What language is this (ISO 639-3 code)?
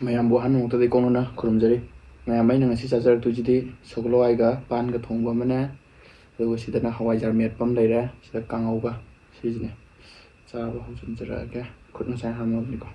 mni